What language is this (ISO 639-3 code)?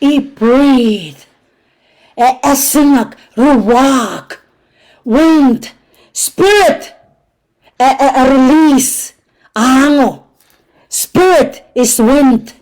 pon